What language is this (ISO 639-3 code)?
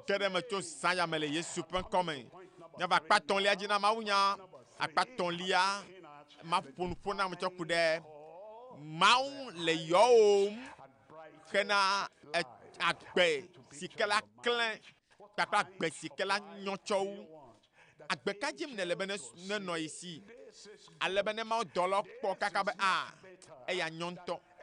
ewe